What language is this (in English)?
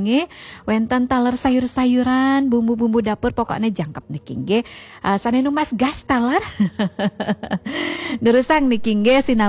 Balinese